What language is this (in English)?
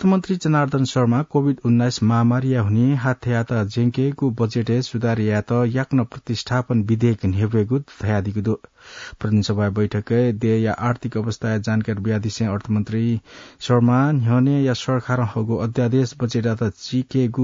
Newari